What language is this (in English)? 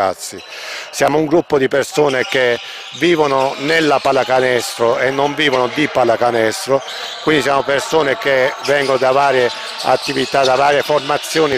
Italian